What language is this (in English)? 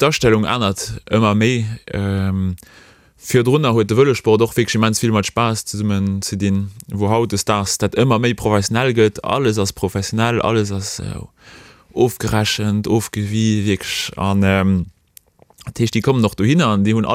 Luxembourgish